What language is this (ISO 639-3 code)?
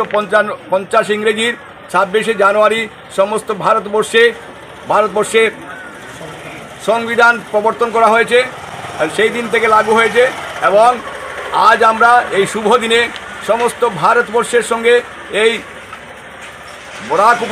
ben